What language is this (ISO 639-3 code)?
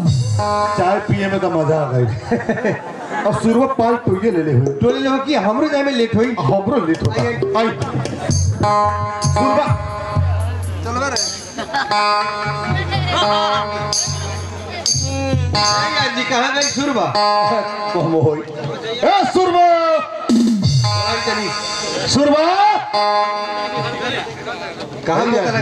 bho